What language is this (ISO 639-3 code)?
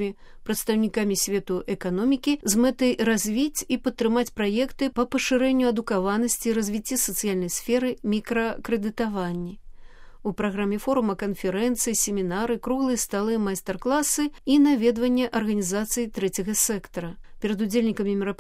bel